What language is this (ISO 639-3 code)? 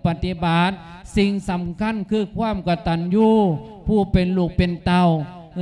lao